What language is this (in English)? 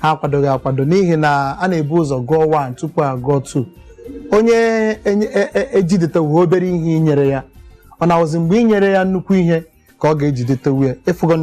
Igbo